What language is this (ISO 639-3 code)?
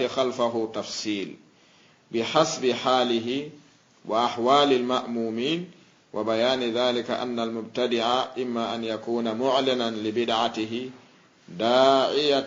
ful